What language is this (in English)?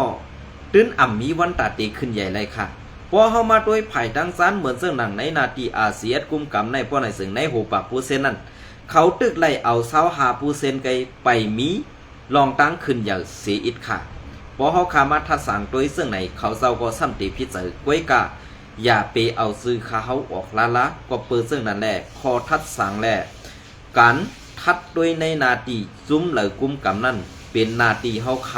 Shan